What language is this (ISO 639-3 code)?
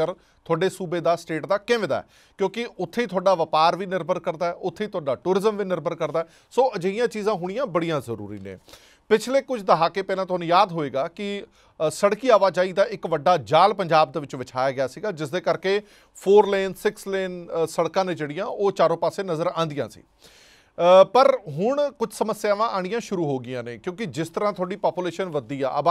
pan